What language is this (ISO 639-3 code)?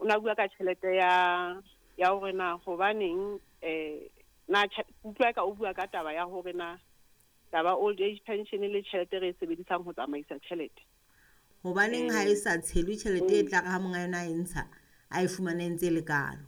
sot